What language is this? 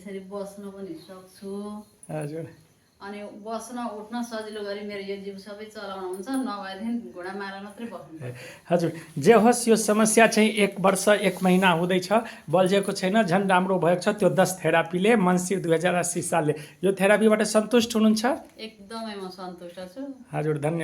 Nepali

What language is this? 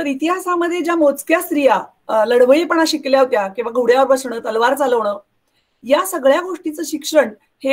Marathi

